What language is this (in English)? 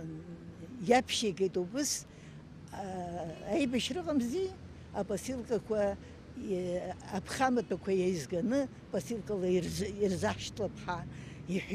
Abkhazian